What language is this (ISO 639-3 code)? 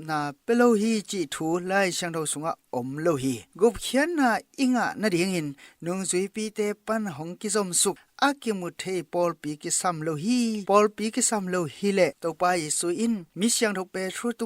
ctd